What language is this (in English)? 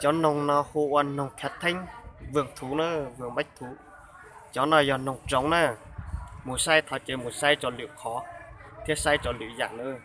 Hmong